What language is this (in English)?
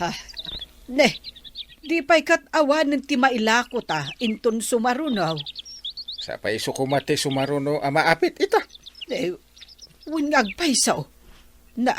Iloko